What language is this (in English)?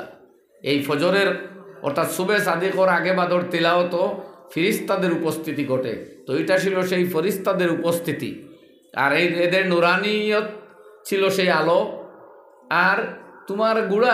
Sylheti